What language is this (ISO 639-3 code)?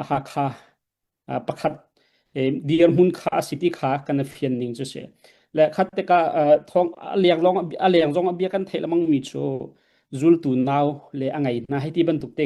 cnh